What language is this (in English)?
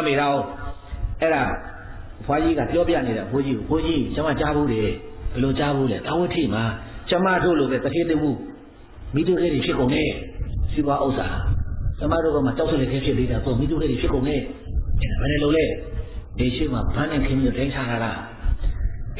Burmese